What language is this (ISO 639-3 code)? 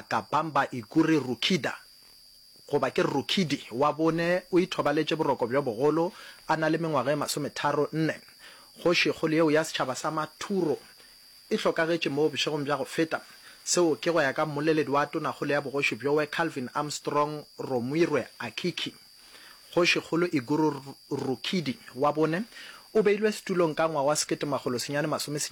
nso